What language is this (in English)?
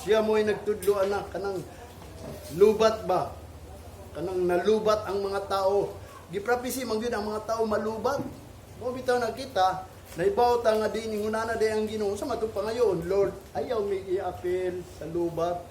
Cebuano